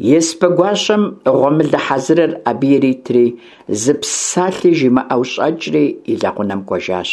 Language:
Kabardian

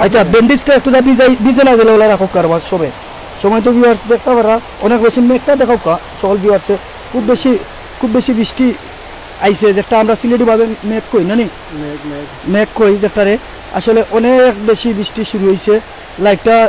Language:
Sylheti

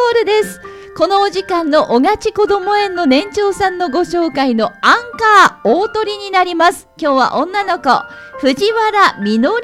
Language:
Japanese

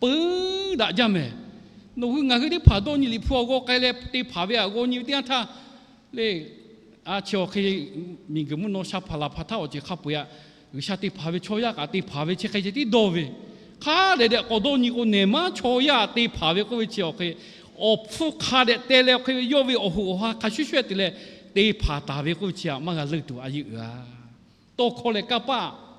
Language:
Lahu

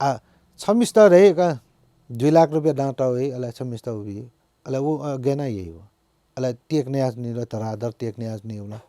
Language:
Newari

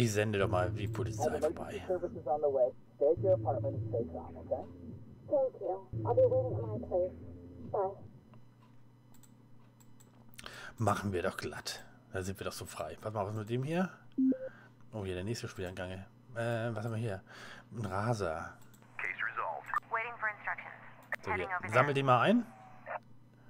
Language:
German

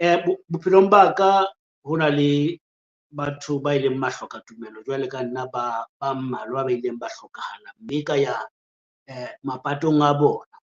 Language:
Southern Sotho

